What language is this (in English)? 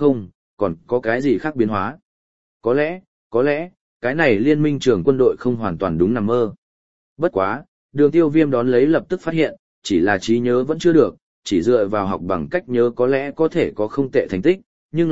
Vietnamese